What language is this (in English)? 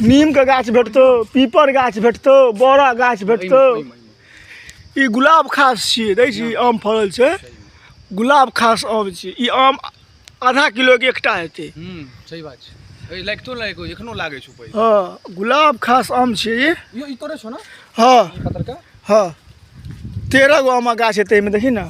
Maithili